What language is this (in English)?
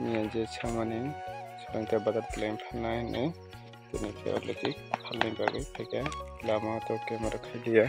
Kok Borok